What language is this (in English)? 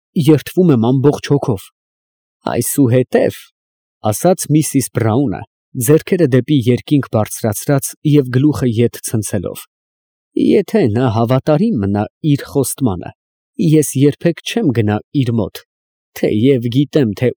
Armenian